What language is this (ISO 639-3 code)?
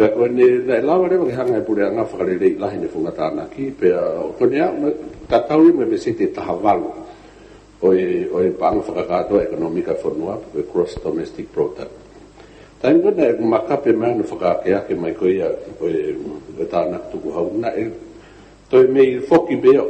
ton